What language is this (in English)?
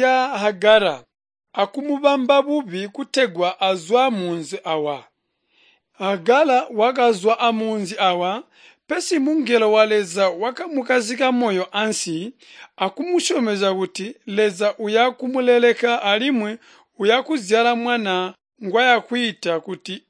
Tonga (Zambia)